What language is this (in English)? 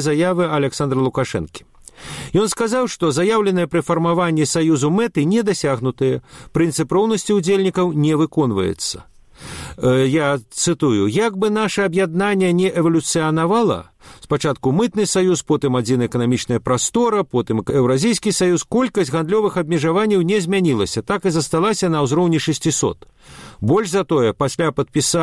Belarusian